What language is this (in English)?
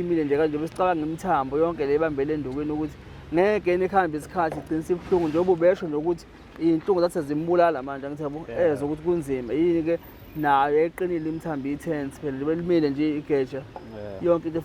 Zulu